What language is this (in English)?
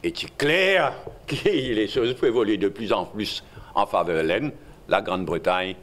Morisyen